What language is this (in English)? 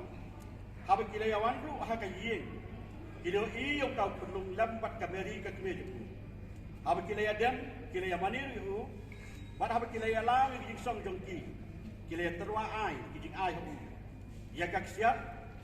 Khasi